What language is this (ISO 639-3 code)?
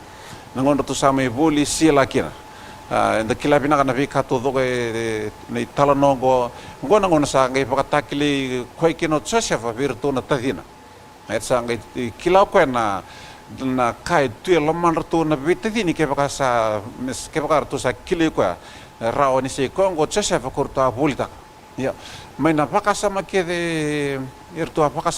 fij